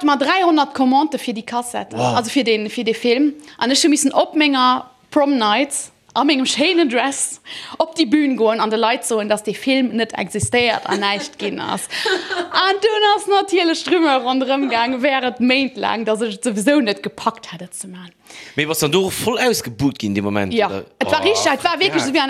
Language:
Luxembourgish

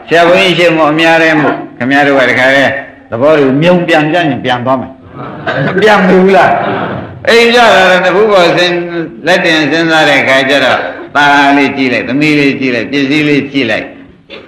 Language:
Burmese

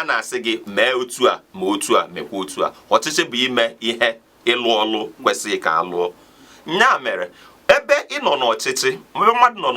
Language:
Igbo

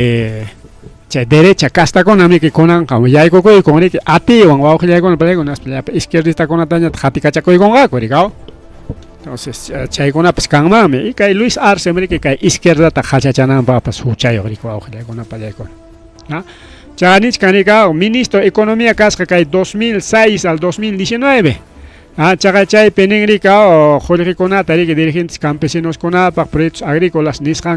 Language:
Ayacucho Quechua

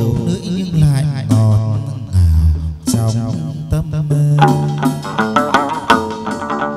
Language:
Vietnamese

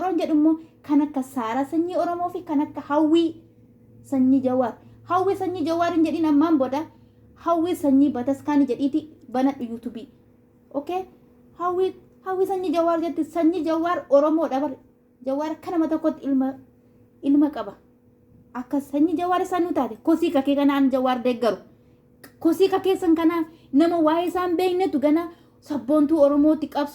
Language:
Oromo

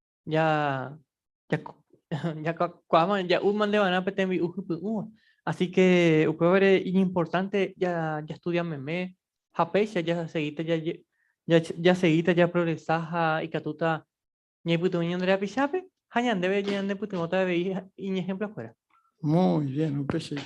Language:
Guarani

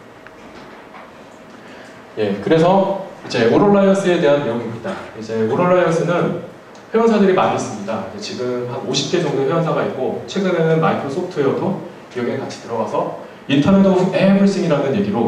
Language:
Korean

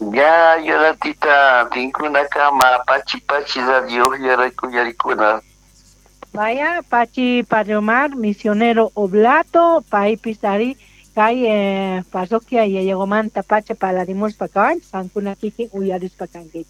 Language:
South Bolivian Quechua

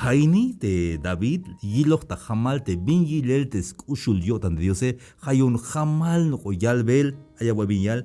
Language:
Tzeltal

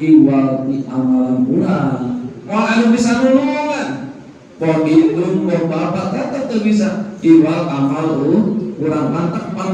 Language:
Sundanese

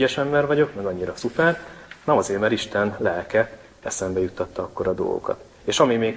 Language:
Hungarian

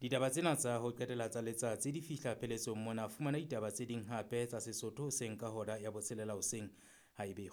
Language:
Southern Sotho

